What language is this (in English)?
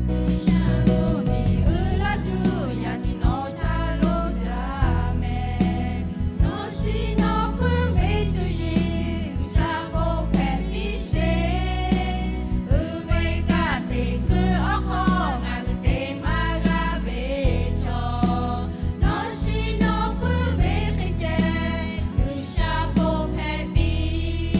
Lahu